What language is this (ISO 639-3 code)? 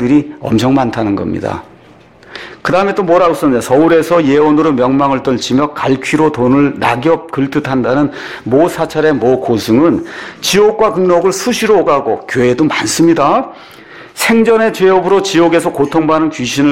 kor